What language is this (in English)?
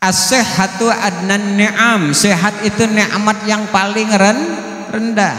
Banjar